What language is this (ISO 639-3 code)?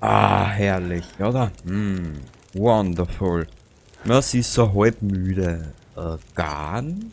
bar